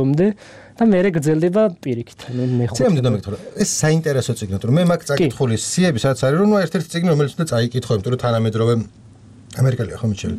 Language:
Georgian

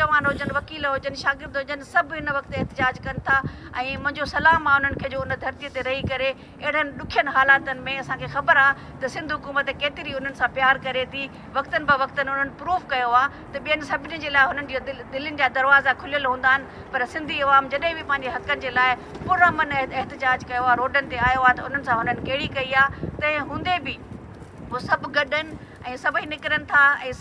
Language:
Sindhi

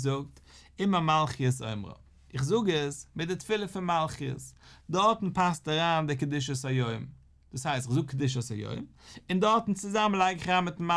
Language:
Yiddish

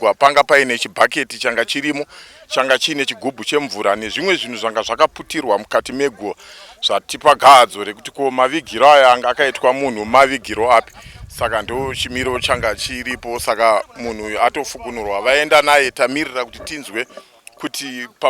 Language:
Shona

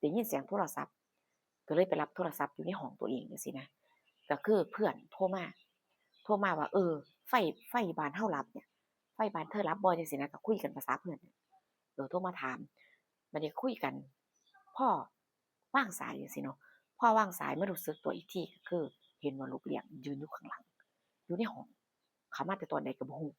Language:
Northeastern Thai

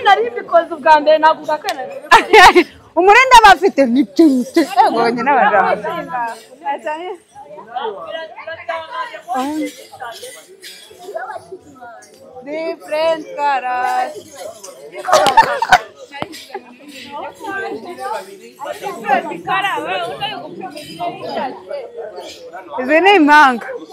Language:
Kinyarwanda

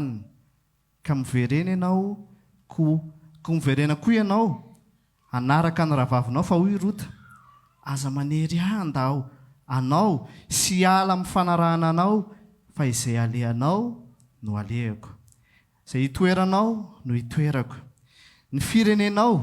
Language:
Malagasy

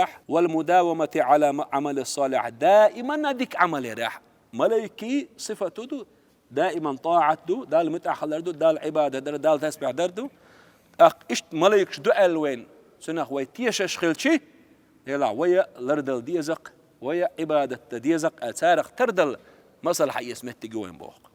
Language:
Chechen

